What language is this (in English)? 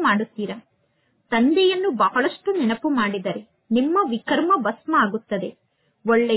Kannada